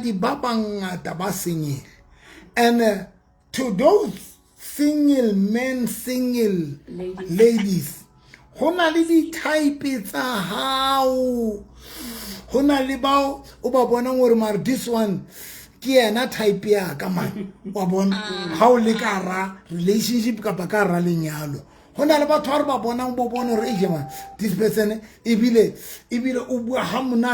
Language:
Southern Sotho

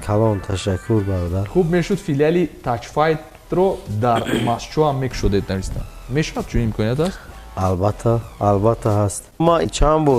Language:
Tajik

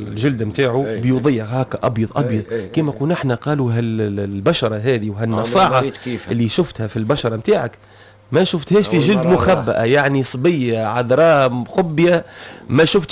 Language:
Tunisian Arabic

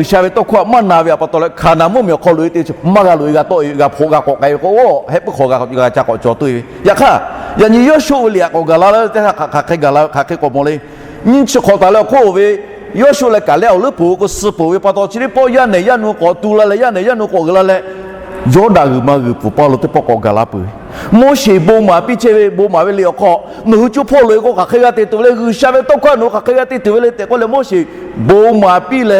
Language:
Lahu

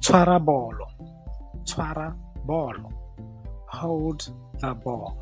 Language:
Tswana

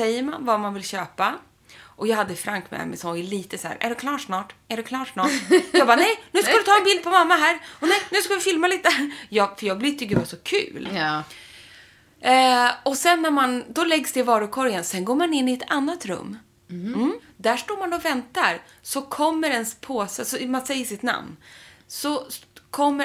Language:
Swedish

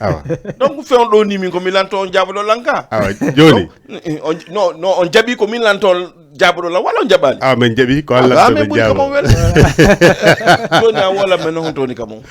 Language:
Fula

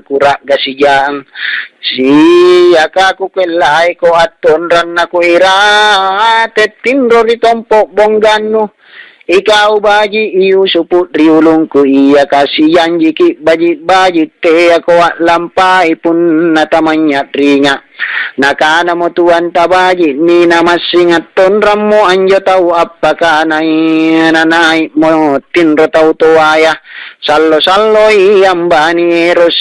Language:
Makasar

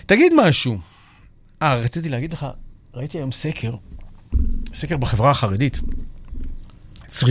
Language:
Hebrew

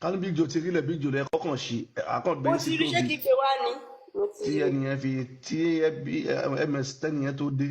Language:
Yoruba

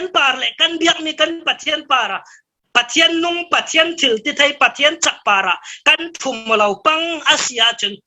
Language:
Falam Chin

